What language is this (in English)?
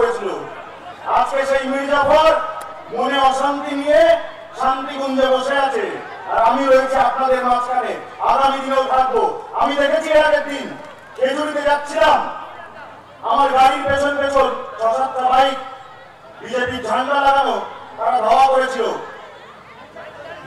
Bangla